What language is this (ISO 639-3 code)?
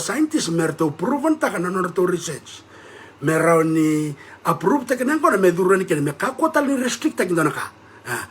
fij